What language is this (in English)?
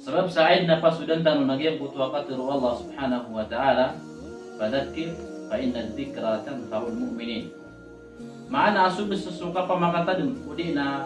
Maranao